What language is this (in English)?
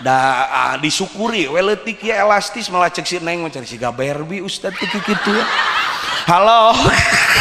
Sundanese